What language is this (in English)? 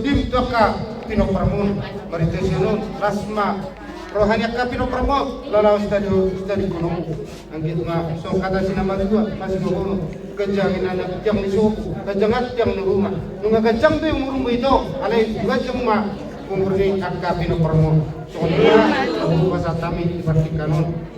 Batak Toba